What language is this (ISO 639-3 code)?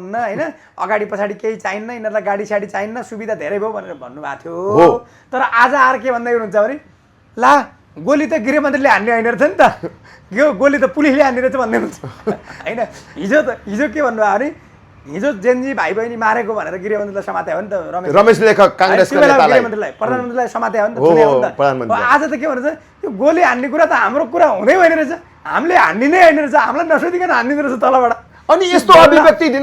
nep